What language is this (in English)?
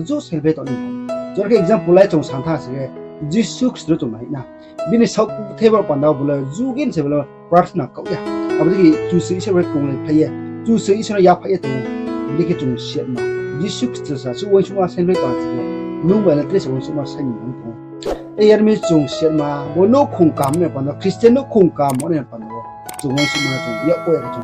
Riang (India)